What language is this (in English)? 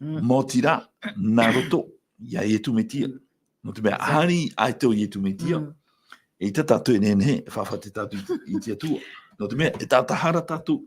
Tahitian